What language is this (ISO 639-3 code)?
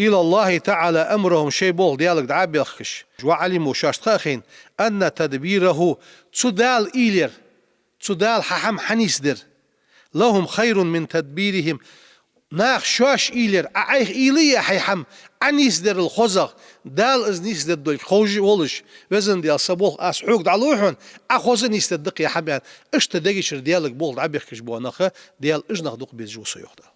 inh